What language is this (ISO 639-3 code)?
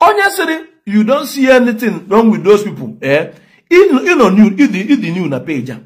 ibo